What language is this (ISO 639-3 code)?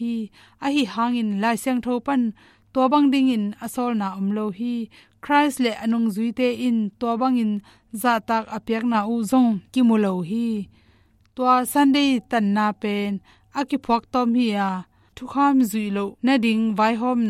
ctd